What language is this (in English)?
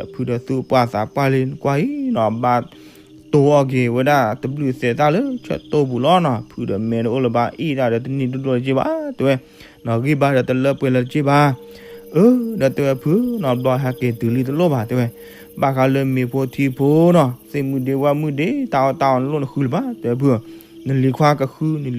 S'gaw Karen